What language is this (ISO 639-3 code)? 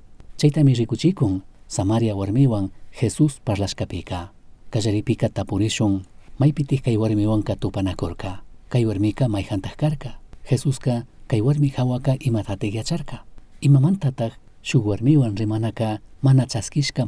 qug